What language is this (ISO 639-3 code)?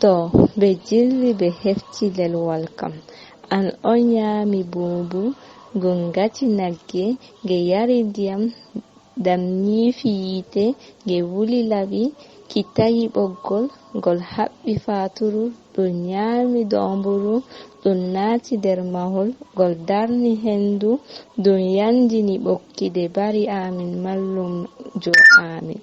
ful